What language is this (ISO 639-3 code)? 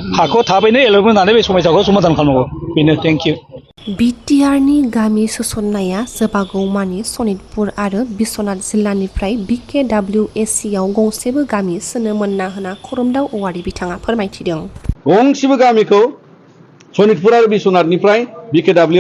brx